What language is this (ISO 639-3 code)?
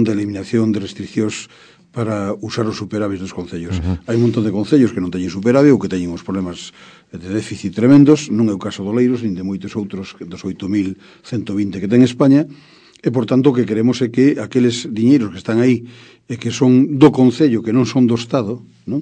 glg